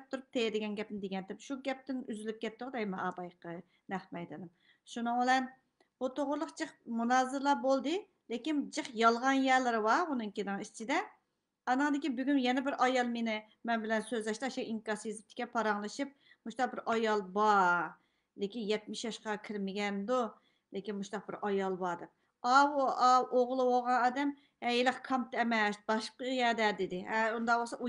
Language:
Uyghur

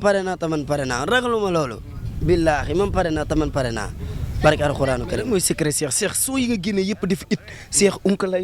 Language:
Wolof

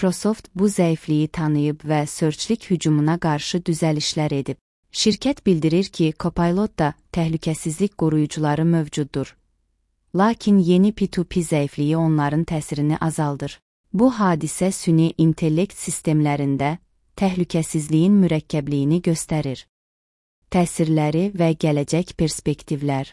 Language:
Azerbaijani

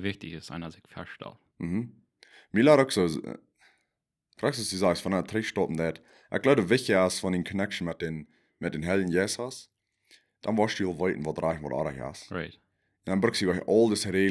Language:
Plautdietsch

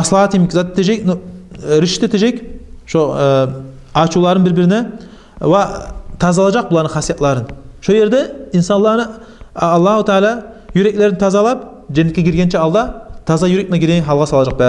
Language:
Kumyk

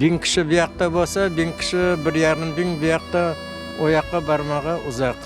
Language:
Crimean Tatar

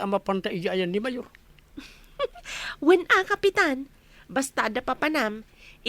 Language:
Iloko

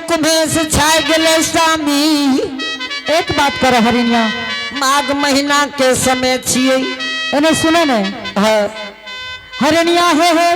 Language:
Angika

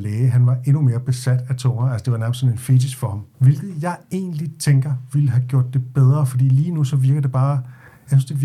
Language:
Danish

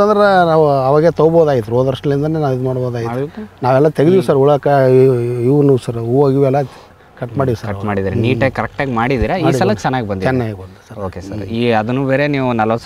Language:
Kannada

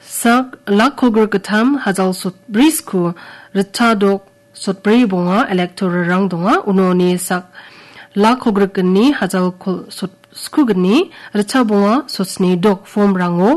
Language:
Garo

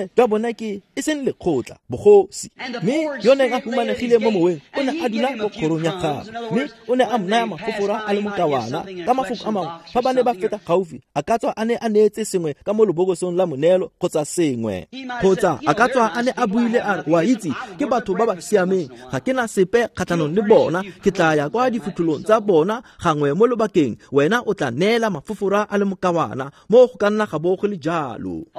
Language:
Tswana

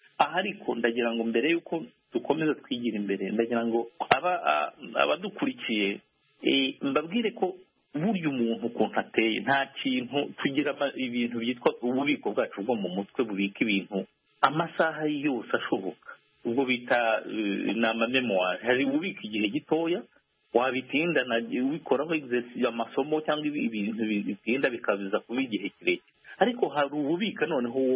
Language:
Kinyarwanda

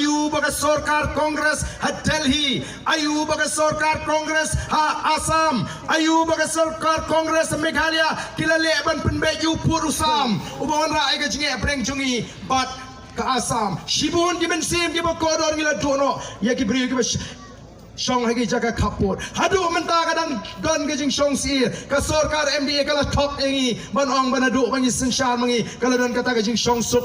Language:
Khasi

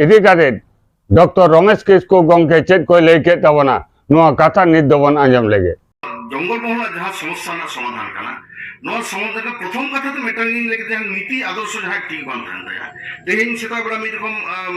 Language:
Santali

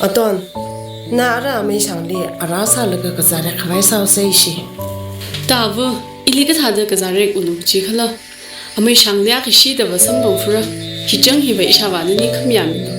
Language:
Tangkhul Naga (India)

